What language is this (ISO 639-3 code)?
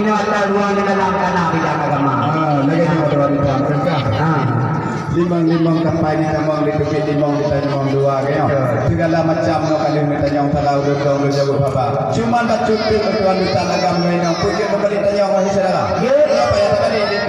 ace